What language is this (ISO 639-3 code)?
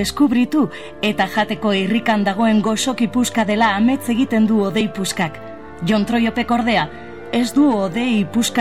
eus